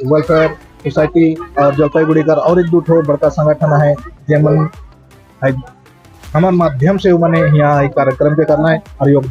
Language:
Sadri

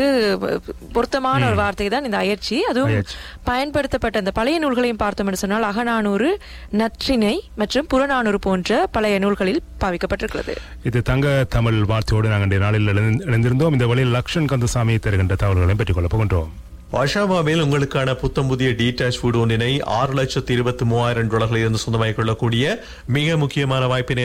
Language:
Tamil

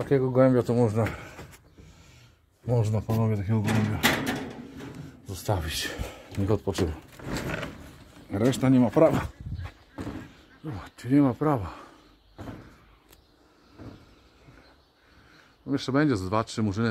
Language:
Polish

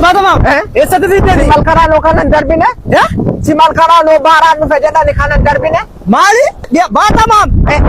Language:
Oromo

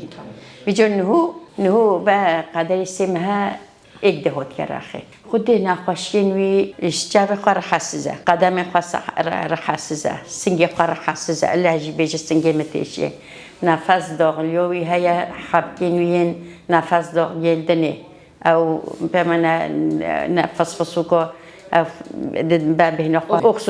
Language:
Kurdish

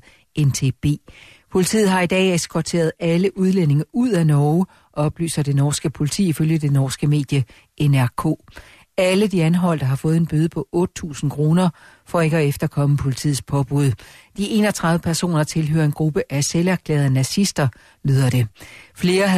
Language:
Danish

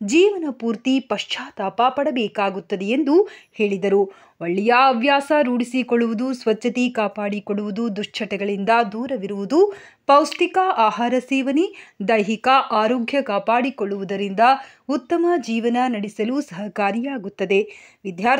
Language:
Kannada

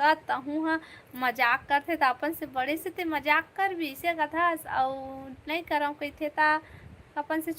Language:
Chhattisgarhi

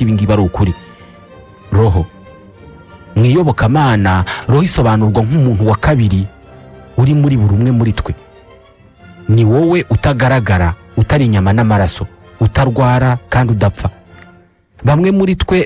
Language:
Kinyarwanda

